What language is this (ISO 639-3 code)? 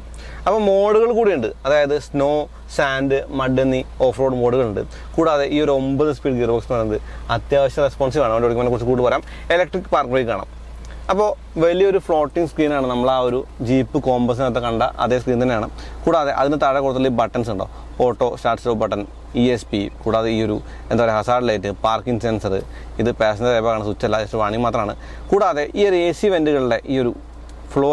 mal